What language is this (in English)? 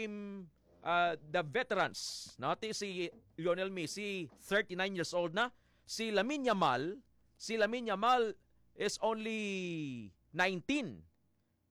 Hiligaynon